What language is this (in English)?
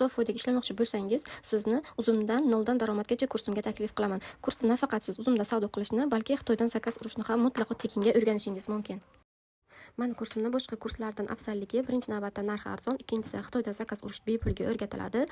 Uzbek